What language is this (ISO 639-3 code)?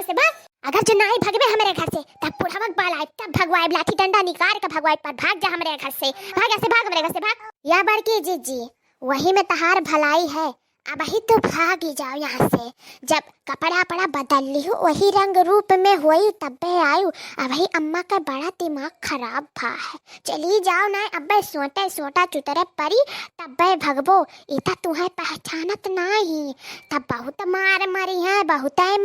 awa